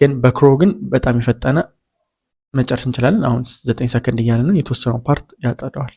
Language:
Amharic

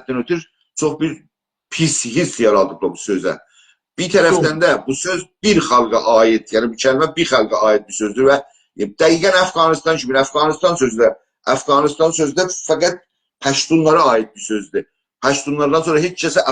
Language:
South Azerbaijani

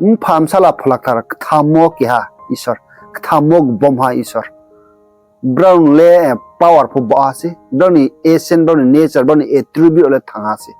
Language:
Riang (India)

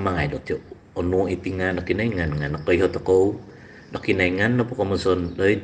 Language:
Central Dusun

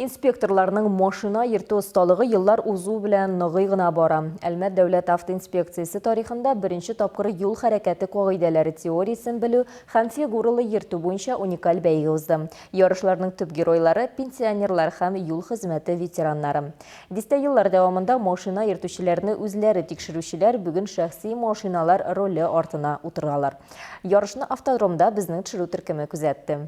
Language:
Tatar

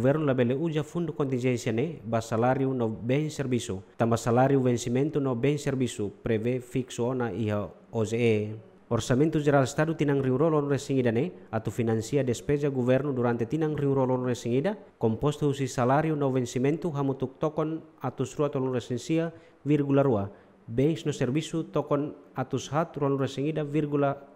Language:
Tetum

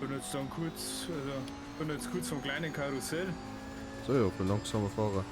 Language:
Bavarian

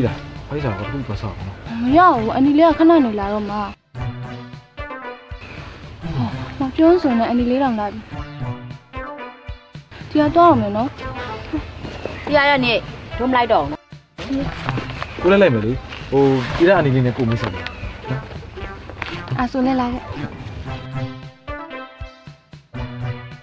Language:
Burmese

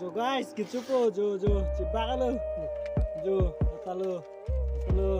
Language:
Karbi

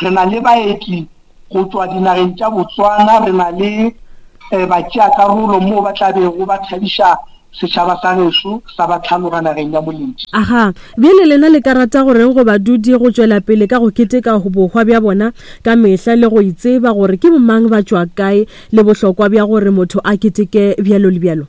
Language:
Northern Sotho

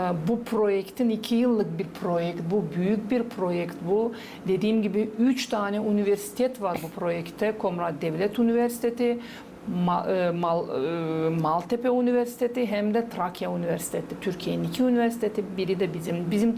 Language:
Gagauz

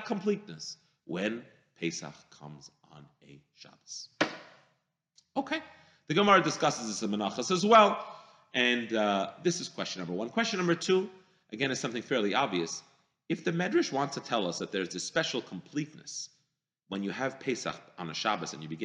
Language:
English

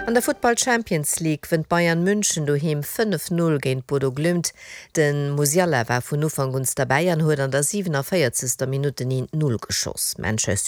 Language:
Luxembourgish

